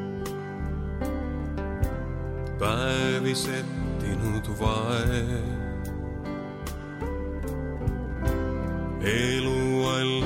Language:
Estonian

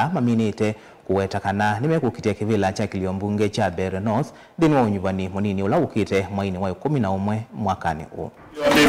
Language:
Kamba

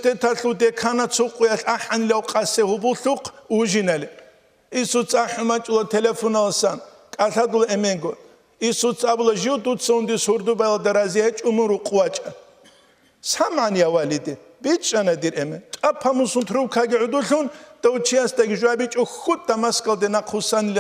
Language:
Avaric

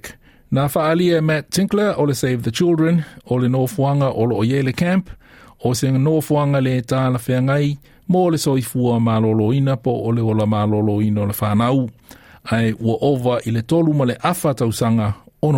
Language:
Samoan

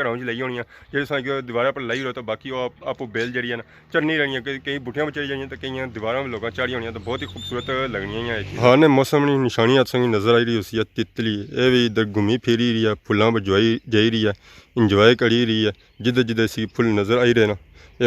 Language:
Pahari-Potwari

